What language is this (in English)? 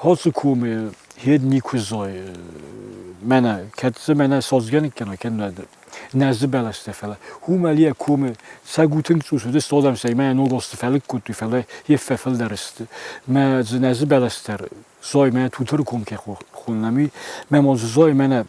Ossetic